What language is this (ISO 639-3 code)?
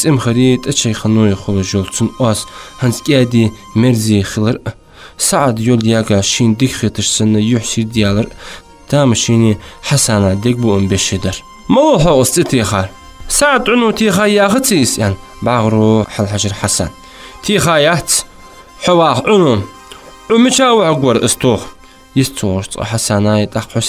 inh